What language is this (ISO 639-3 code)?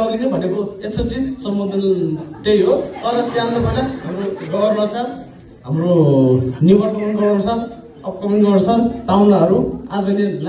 nep